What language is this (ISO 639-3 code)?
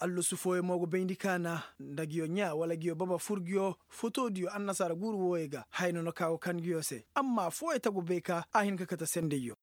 ses